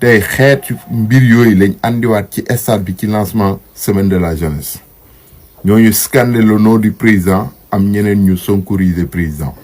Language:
Wolof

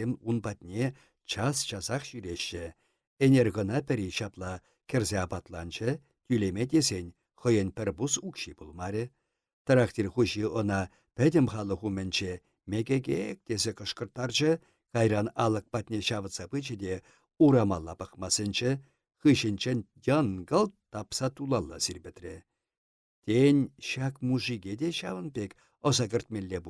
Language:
Chuvash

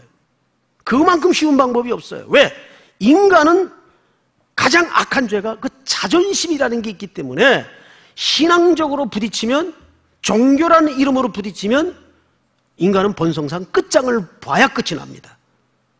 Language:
Korean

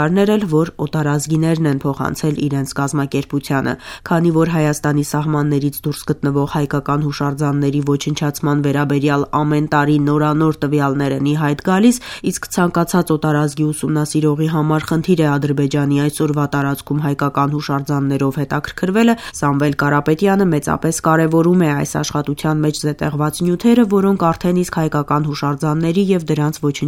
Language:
Armenian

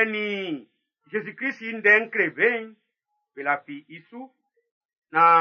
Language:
Baoulé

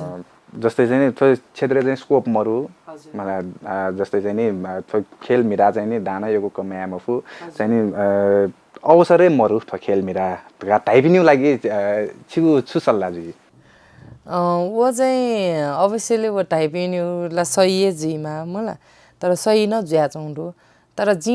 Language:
Newari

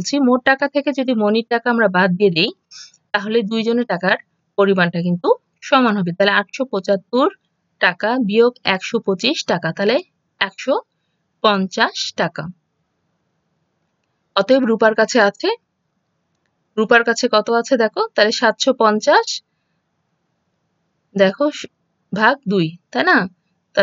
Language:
Bangla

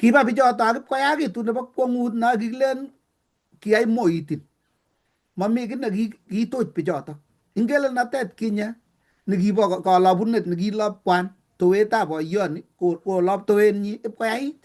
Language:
Kalenjin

